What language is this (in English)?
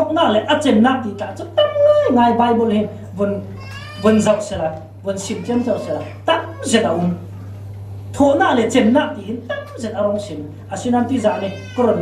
Falam Chin